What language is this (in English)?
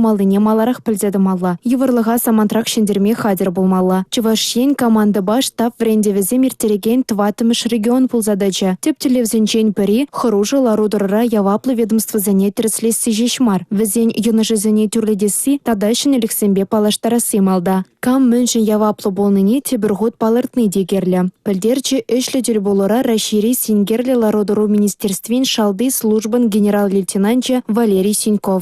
Chuvash